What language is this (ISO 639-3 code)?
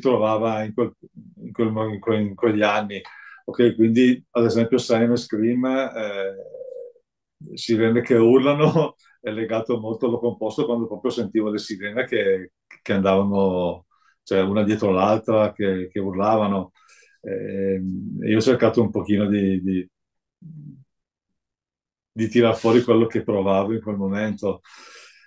ita